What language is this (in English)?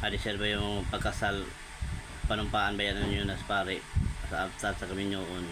Cebuano